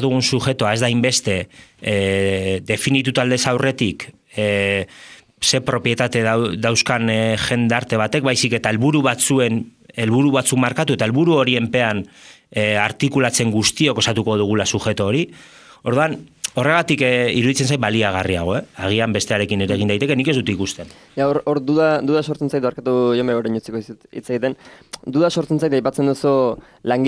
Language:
Basque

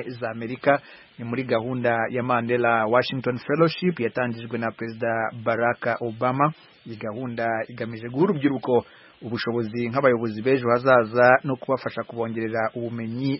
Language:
Kinyarwanda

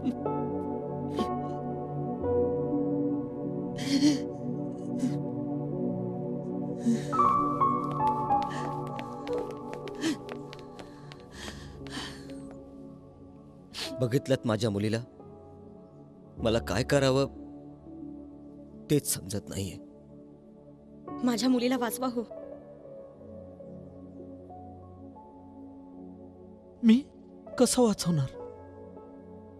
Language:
Marathi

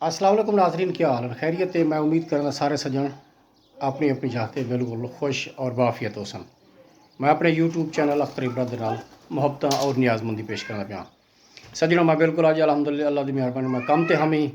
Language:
Saraiki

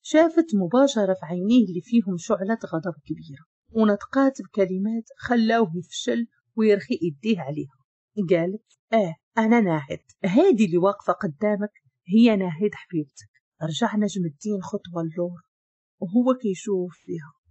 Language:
Moroccan Arabic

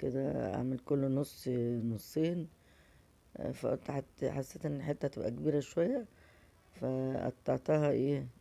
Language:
Egyptian Arabic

